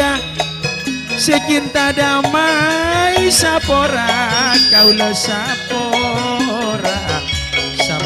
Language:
Madurese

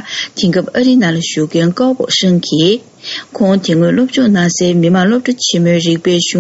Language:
Tibetan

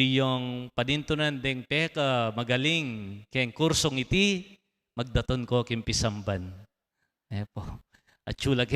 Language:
Pampanga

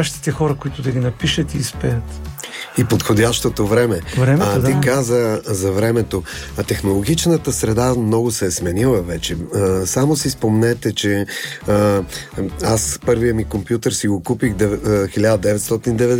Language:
Bulgarian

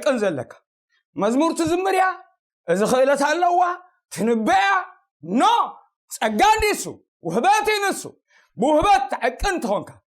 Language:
Tigrinya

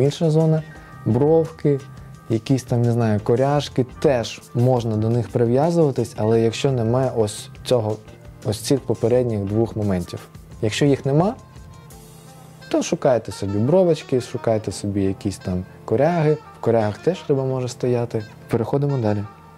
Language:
Ukrainian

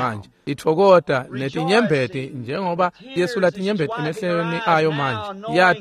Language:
Swati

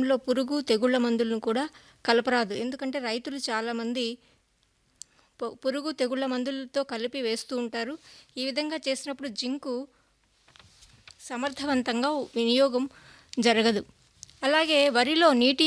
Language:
Telugu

